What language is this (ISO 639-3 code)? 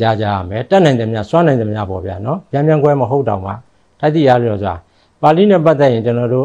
mya